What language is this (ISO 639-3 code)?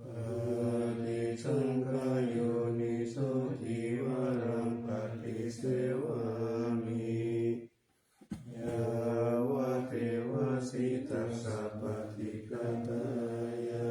pli